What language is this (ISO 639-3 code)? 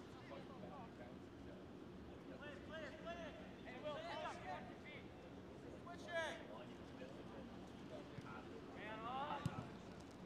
eng